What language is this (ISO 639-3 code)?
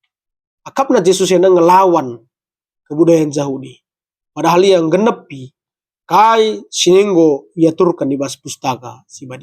btx